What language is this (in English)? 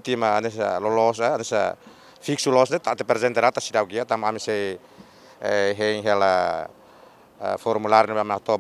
Tetum